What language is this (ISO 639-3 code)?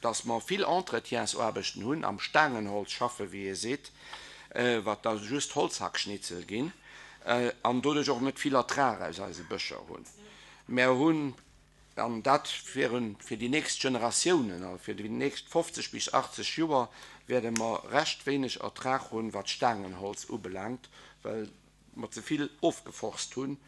ltz